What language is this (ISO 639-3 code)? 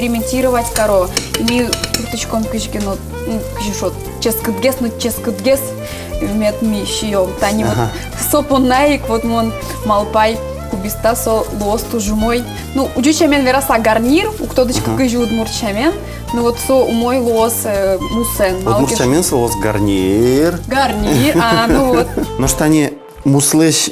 udm